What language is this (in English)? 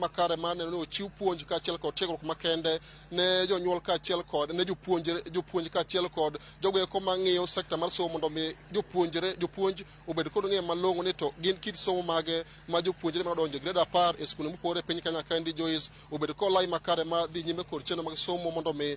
Luo (Kenya and Tanzania)